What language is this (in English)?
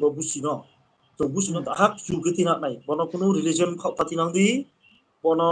Riang (India)